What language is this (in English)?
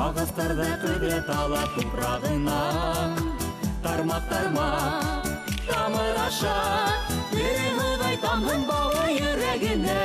Bashkir